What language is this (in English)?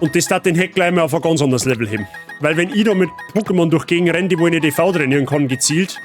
Bavarian